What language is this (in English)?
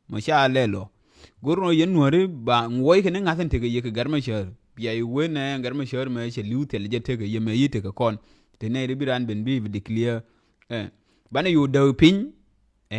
Nuer